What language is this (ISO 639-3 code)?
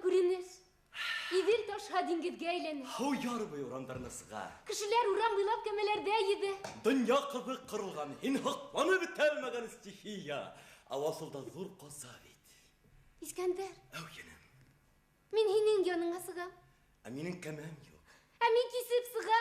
bak